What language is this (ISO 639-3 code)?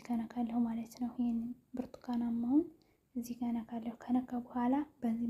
amh